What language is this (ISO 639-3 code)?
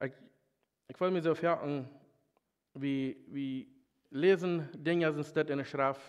pdt